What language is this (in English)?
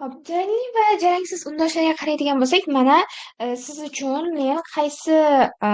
Uzbek